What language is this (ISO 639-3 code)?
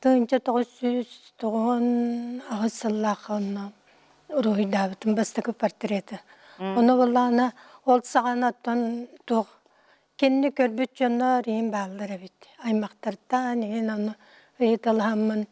sah